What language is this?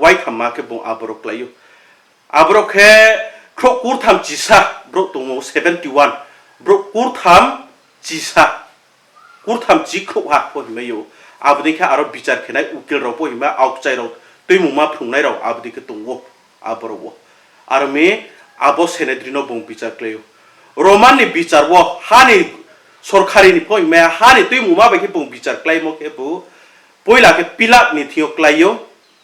Riang (India)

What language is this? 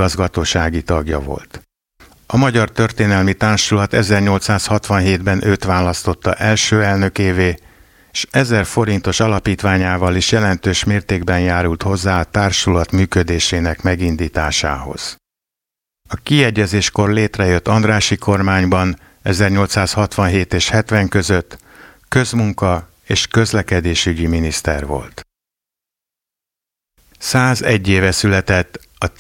Hungarian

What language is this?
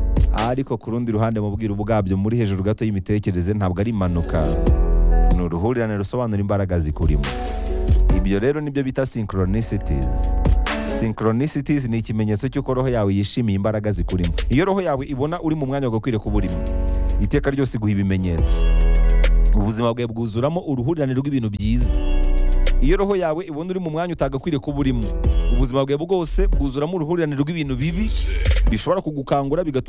Kinyarwanda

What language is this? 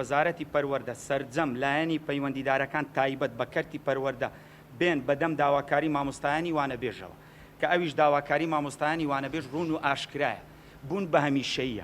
Central Kurdish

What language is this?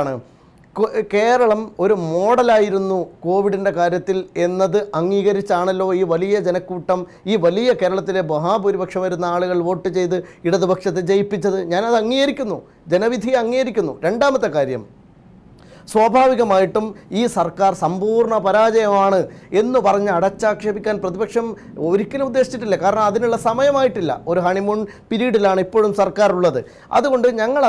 Malayalam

